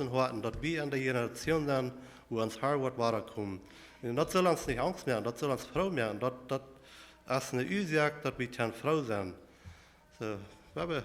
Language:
Plautdietsch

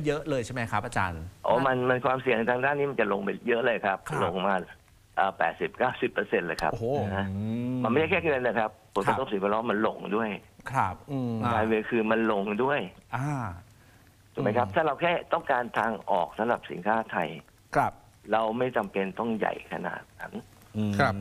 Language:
Thai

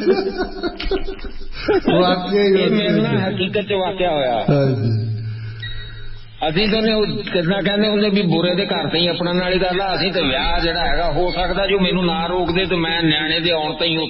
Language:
Punjabi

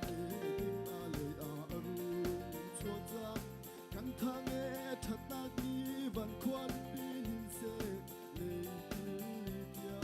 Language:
Hakha Chin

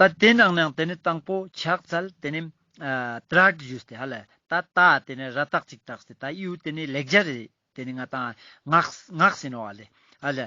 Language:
Ladakhi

